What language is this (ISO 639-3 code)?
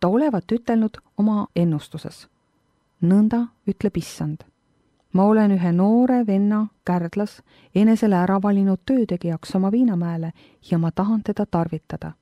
est